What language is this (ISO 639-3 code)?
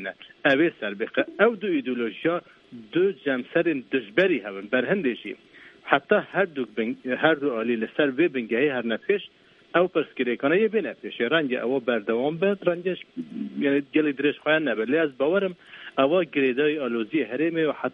kur